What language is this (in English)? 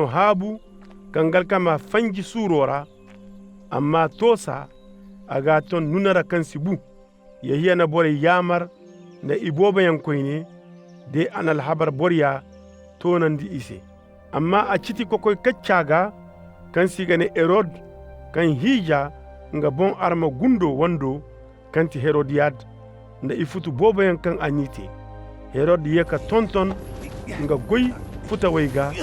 Koyraboro Senni